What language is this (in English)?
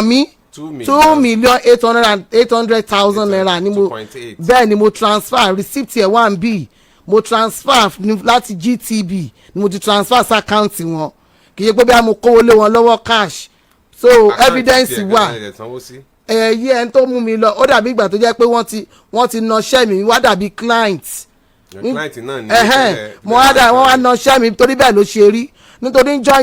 Yoruba